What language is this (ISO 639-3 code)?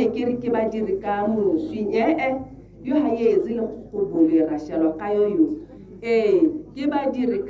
tsn